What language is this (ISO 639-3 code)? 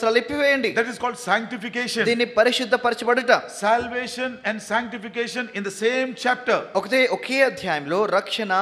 tel